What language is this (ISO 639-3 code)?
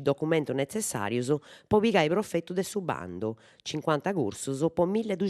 srd